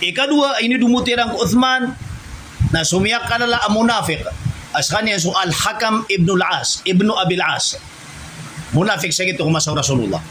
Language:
Maranao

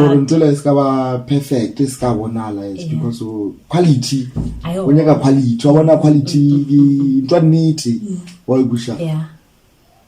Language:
Northern Sotho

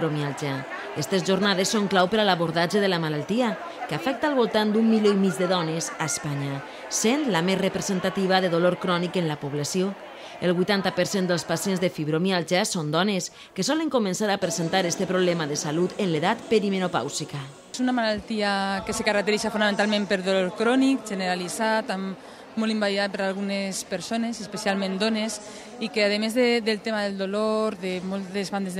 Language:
Catalan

